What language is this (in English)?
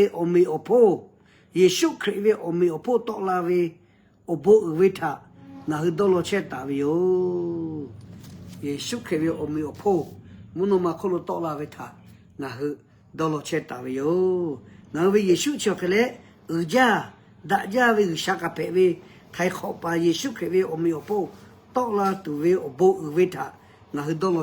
Lahu